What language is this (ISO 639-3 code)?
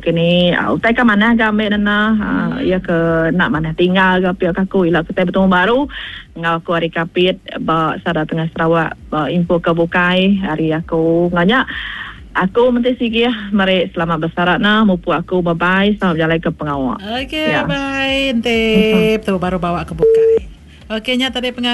iba